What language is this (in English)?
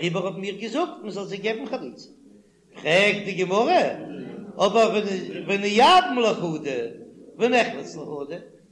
Yiddish